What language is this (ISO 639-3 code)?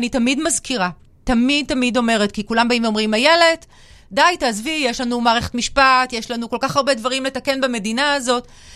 heb